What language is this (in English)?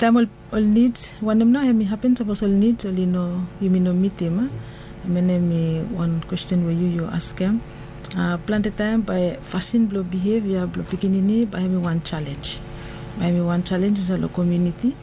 Bislama